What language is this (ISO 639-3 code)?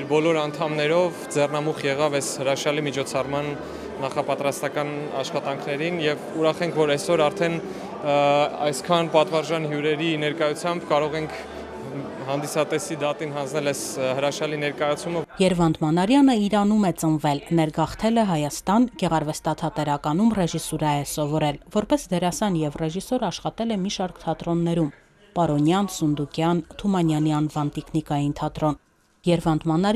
hye